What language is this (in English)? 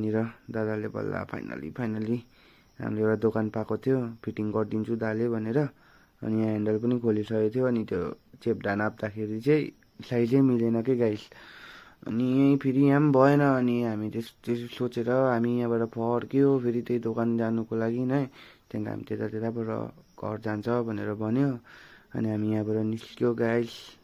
Nepali